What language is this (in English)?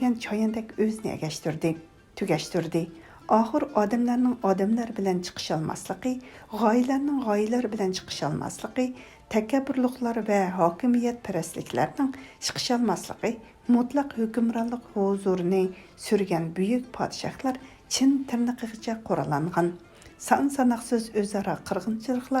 Uyghur